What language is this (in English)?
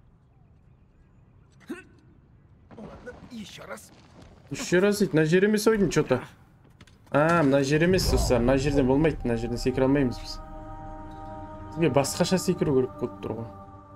Kazakh